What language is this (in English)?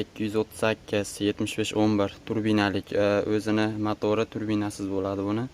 Uzbek